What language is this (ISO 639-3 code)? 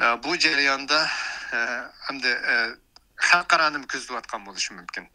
uig